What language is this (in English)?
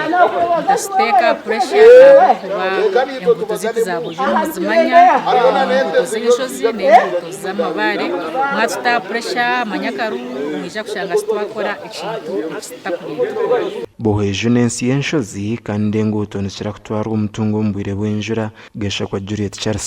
Nyankole